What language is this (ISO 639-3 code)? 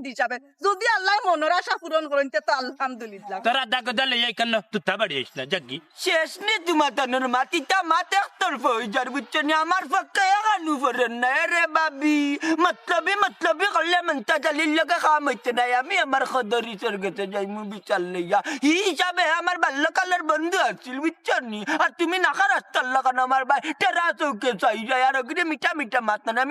syl